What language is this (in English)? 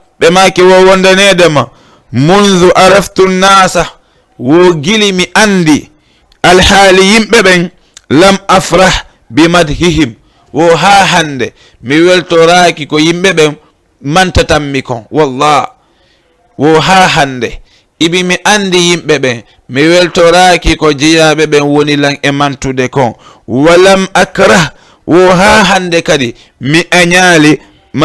Fula